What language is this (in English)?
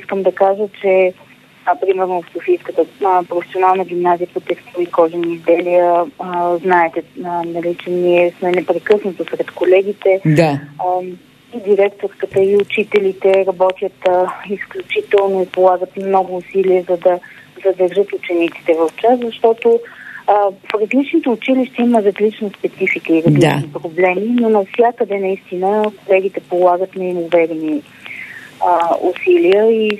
Bulgarian